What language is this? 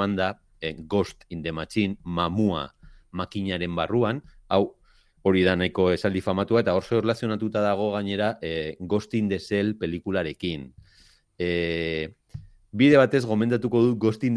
Basque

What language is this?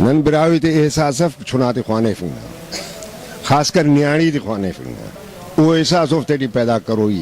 Brahui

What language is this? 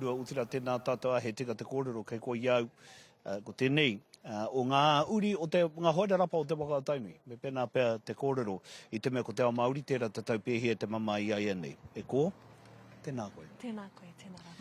Māori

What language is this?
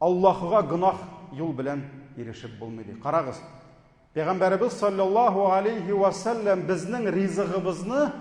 Tatar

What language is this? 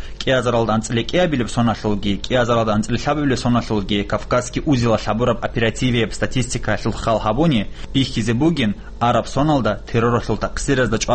Avaric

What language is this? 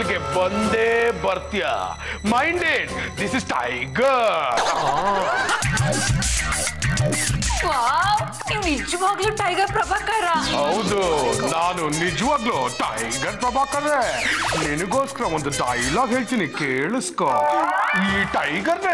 Kannada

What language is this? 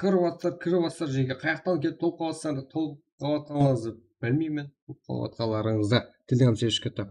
Kara-Kalpak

